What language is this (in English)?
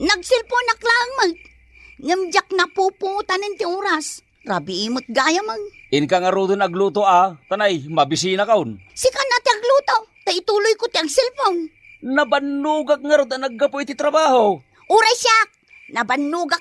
Iloko